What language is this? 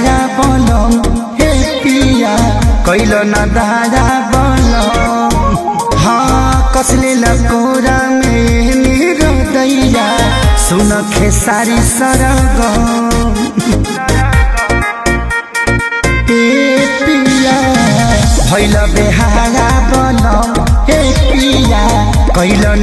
Bhojpuri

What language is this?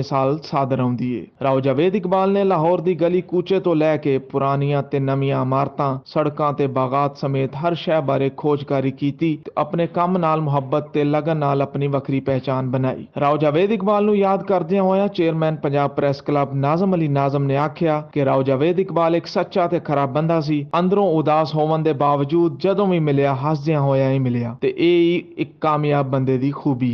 Western Panjabi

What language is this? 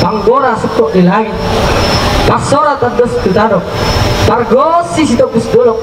Batak Toba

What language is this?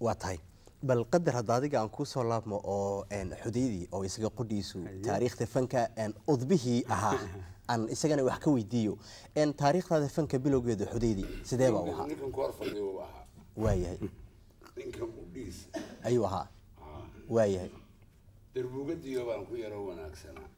Somali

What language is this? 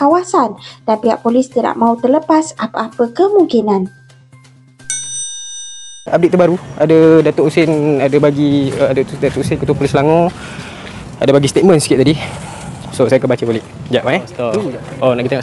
Malay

